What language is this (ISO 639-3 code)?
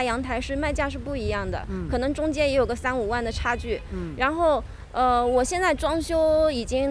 zho